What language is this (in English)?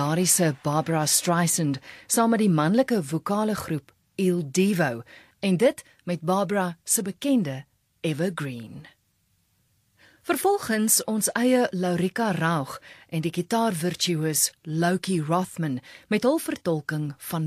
Afrikaans